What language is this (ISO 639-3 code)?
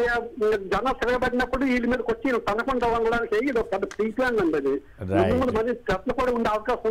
tel